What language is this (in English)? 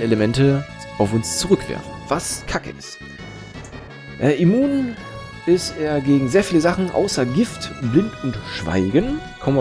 German